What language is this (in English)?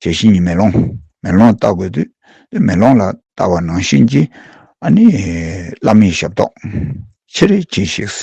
Tibetan